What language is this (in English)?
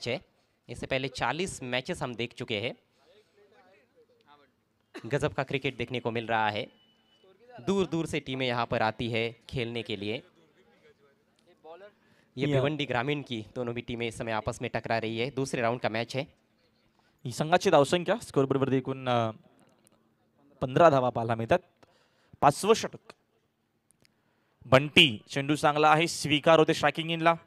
Marathi